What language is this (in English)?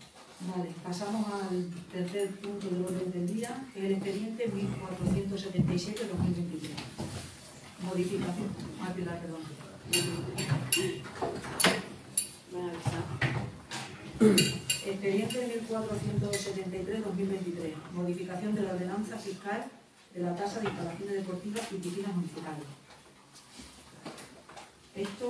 Spanish